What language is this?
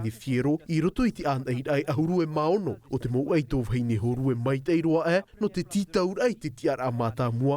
Tahitian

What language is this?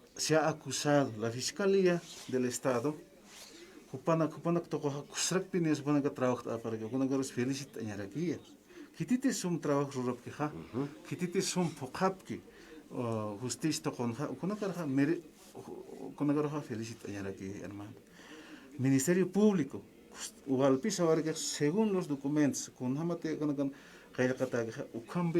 Aymara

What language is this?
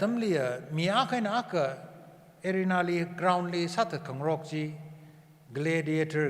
Tangkhul Naga (India)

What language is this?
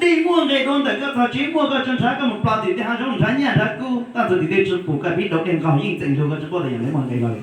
Hmong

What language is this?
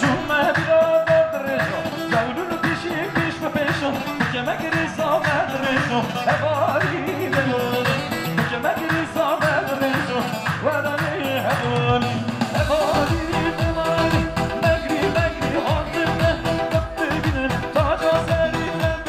Kurdish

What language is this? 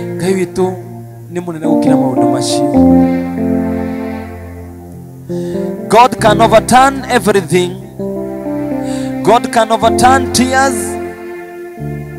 Kikuyu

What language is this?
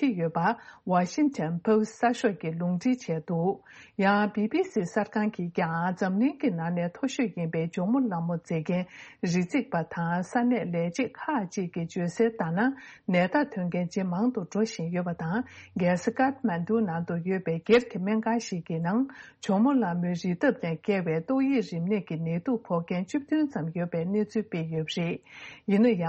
Tibetan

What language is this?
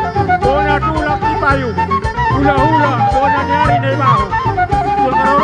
Batak Toba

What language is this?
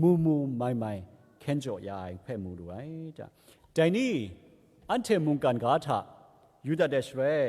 Kachin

